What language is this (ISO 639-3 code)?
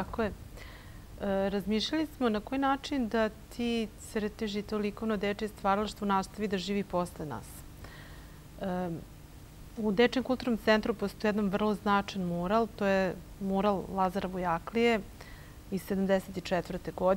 srp